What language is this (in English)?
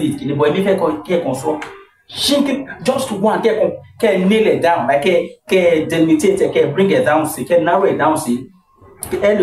Yoruba